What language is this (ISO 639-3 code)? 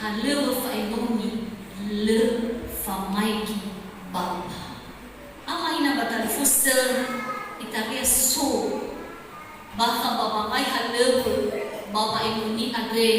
nia